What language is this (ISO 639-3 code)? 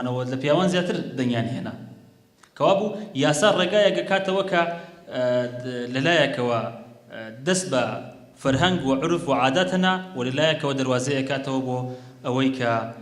ckb